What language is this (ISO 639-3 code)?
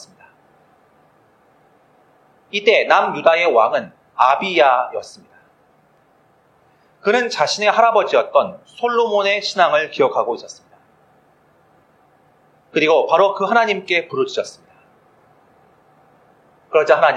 kor